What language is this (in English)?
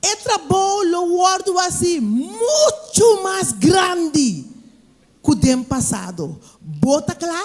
Papiamento